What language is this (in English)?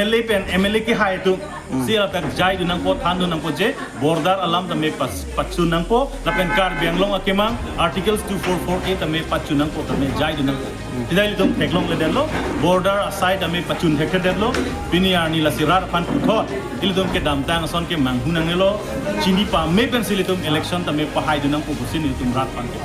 Karbi